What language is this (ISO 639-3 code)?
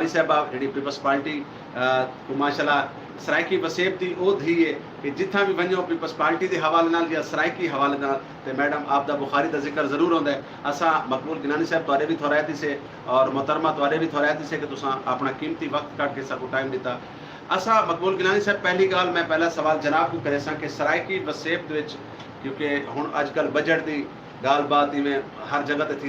skr